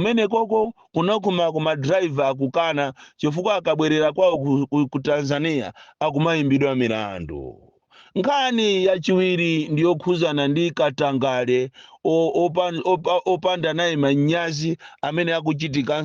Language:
Nyanja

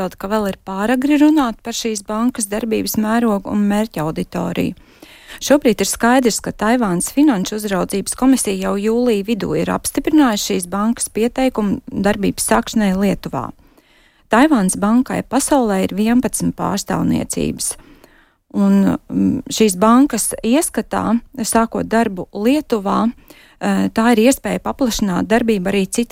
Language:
Latvian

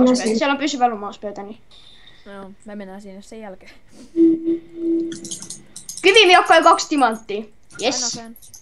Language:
Finnish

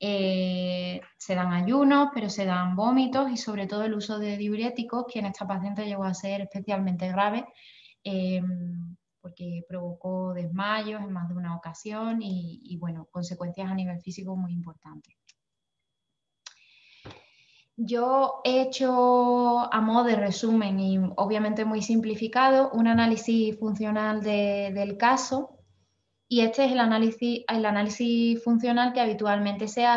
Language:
Spanish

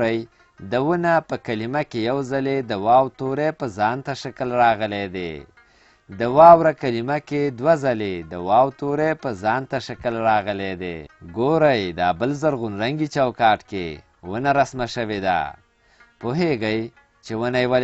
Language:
Pashto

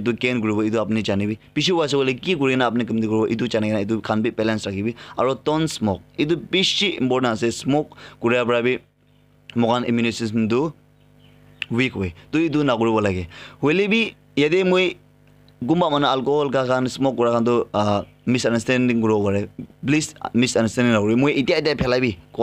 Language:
Naga Pidgin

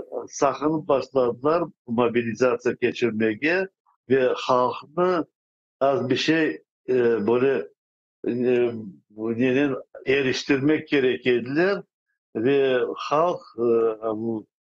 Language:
Crimean Tatar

